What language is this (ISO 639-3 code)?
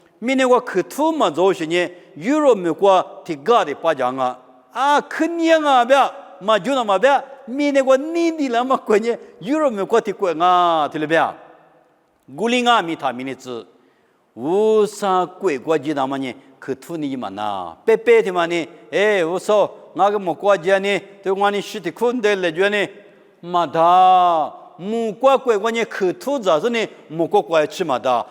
lis